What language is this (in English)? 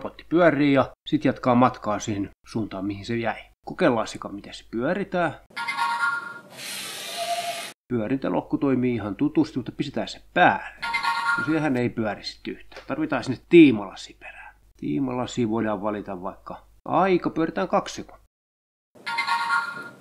Finnish